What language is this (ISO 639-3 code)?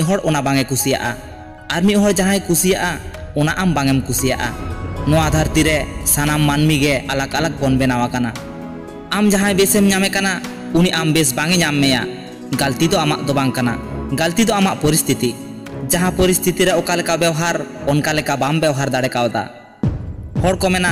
sat